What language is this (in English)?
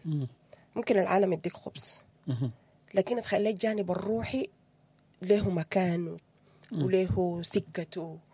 Sudanese Arabic